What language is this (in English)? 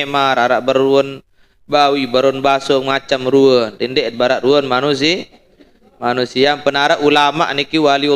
Sasak